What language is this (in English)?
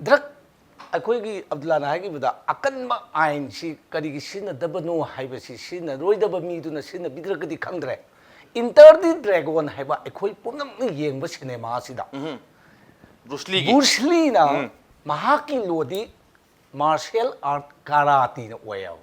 Manipuri